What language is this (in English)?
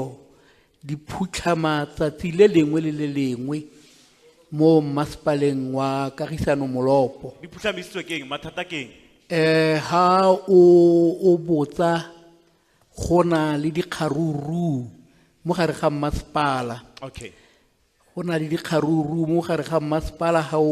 Tswana